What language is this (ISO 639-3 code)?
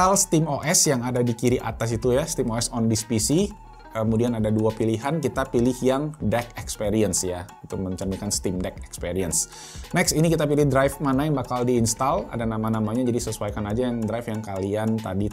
ind